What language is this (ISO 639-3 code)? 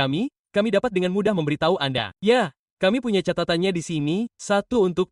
ind